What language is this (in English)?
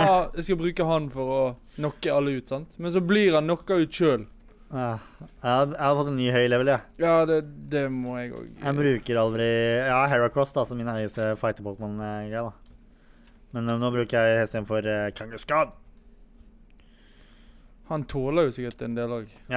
Norwegian